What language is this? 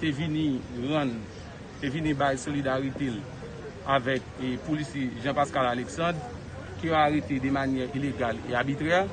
Haitian Creole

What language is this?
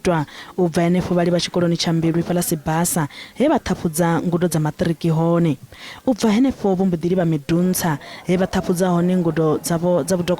Venda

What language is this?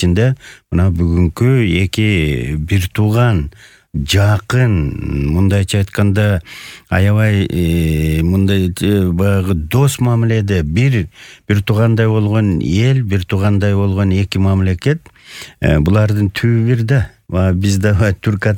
Kyrgyz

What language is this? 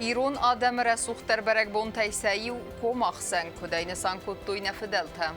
Ossetic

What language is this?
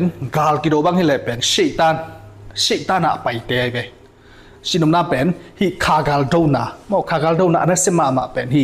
Tedim Chin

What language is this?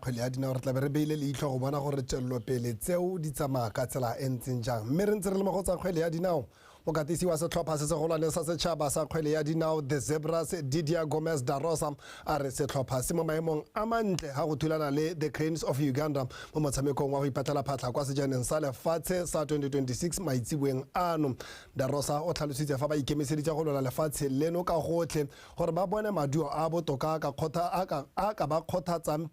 Tswana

